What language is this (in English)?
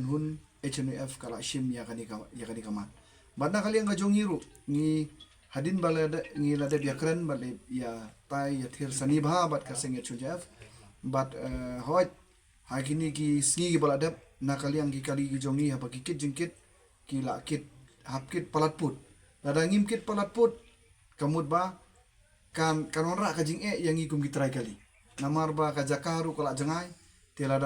Khasi